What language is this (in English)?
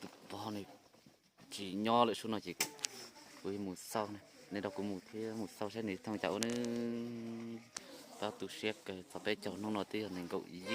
Hmong